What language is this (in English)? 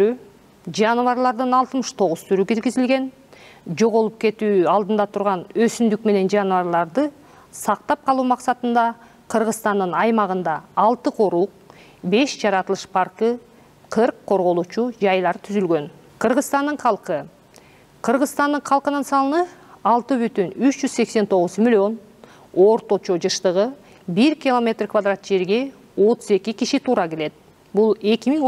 Kyrgyz